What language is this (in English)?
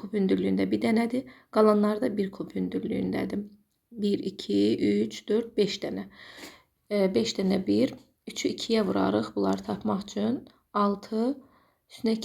Azerbaijani